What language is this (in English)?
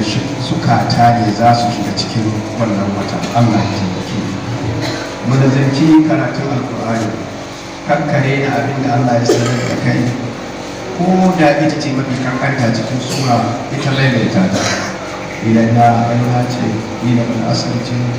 Hausa